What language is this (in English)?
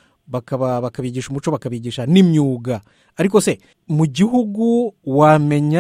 Kinyarwanda